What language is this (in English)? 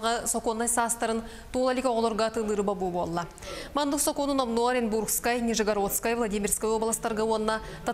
Yakut